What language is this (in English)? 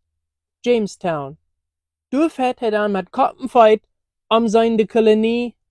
Plautdietsch